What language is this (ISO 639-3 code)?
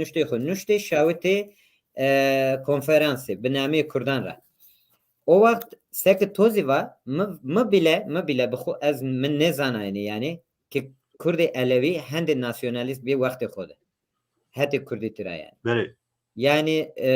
zza